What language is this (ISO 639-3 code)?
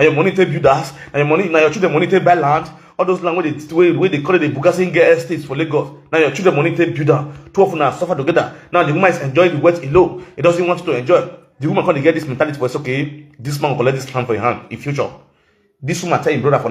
pcm